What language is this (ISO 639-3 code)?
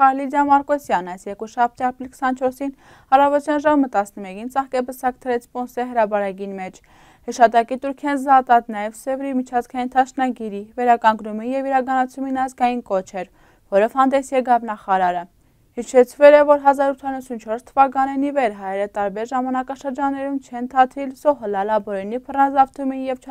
hye